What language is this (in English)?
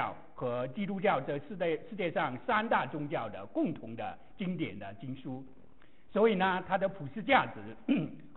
Chinese